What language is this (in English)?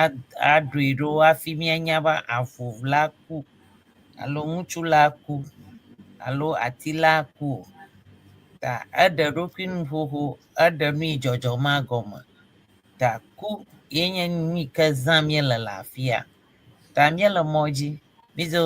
Ewe